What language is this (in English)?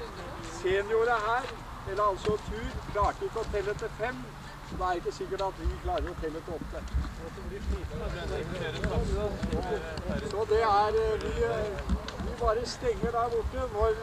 Norwegian